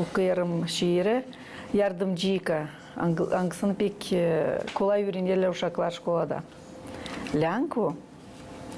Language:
Gagauz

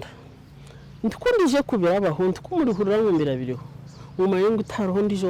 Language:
Nyankole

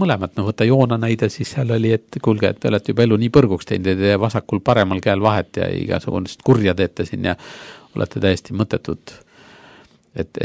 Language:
Estonian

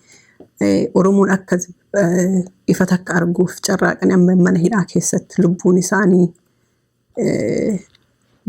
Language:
Oromo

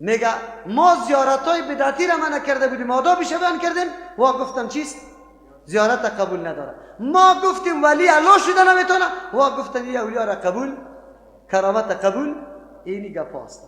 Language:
Persian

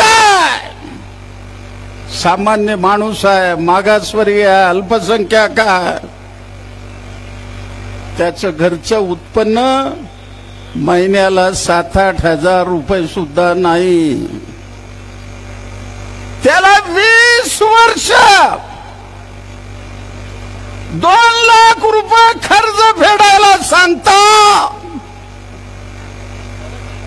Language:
Marathi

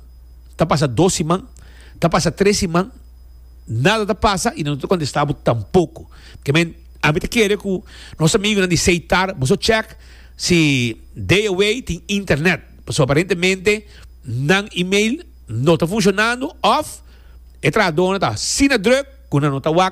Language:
Papiamento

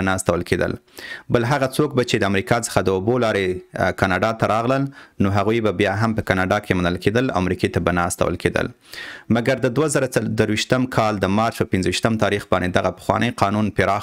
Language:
Pashto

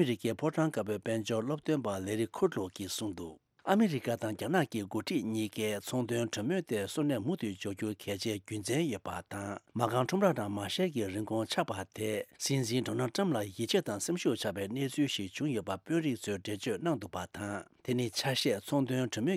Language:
Tibetan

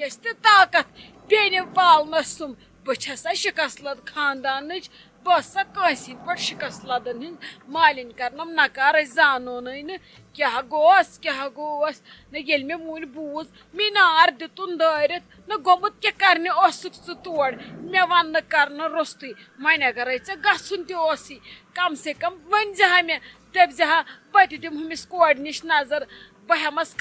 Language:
Kashmiri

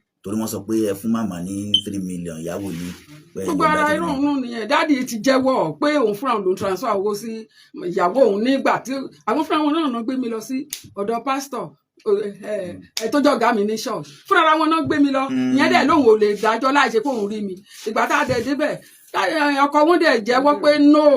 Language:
Yoruba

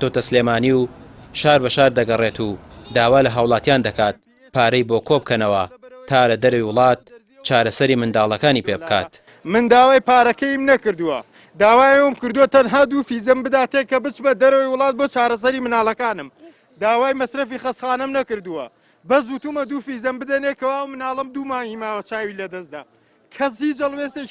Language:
Central Kurdish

